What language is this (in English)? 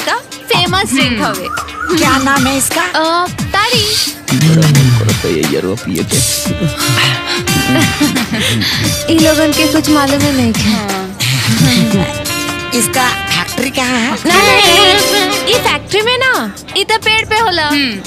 Bhojpuri